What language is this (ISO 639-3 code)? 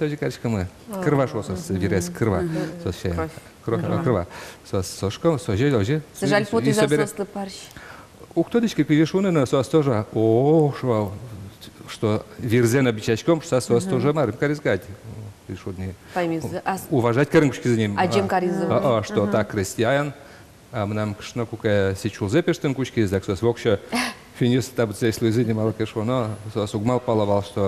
udm